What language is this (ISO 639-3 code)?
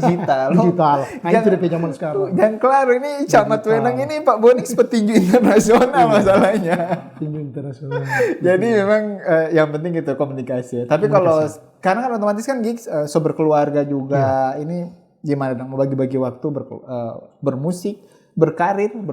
xmm